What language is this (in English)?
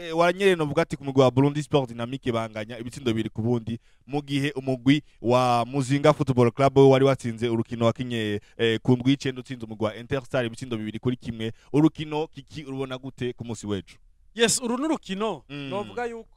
Rundi